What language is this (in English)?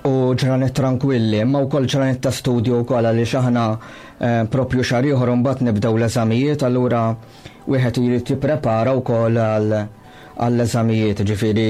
Maltese